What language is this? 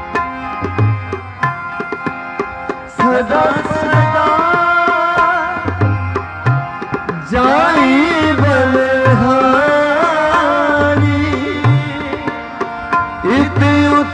Punjabi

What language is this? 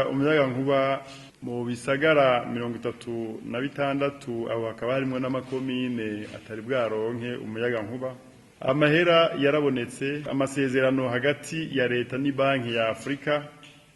Rundi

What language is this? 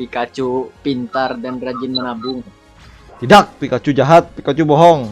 Banjar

